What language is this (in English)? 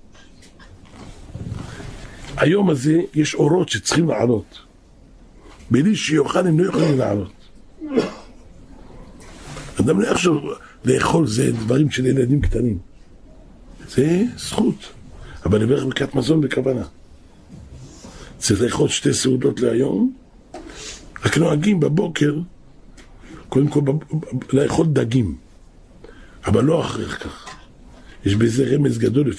Hebrew